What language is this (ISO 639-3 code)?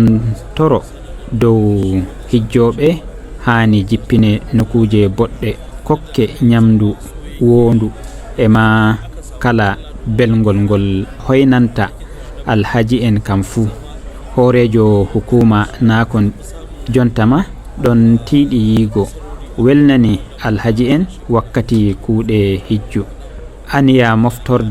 ful